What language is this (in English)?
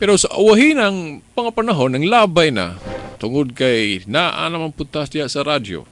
Cebuano